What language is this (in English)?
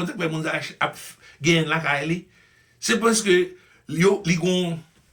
Haitian Creole